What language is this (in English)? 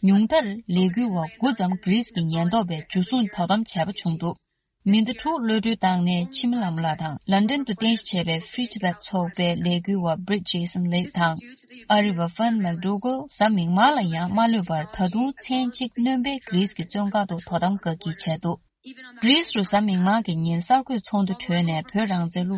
Tibetan